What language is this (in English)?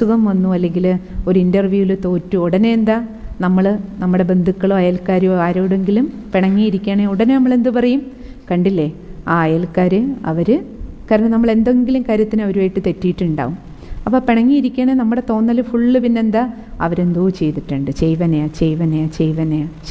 Malayalam